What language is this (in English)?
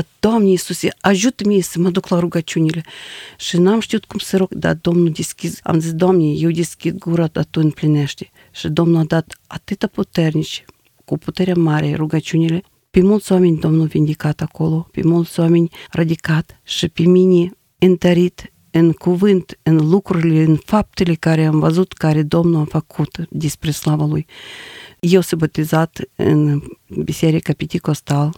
Romanian